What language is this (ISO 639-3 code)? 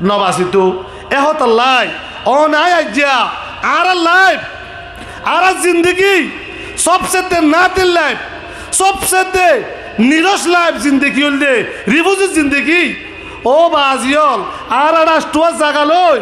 rhg